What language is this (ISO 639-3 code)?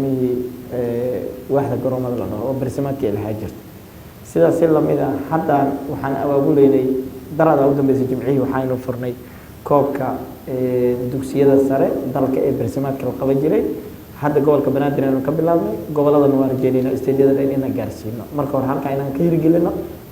som